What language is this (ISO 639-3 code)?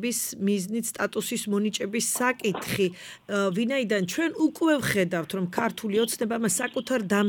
kat